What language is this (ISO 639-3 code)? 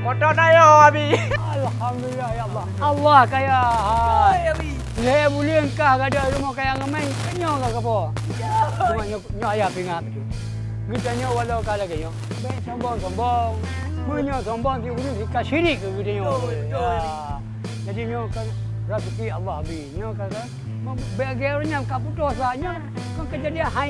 ace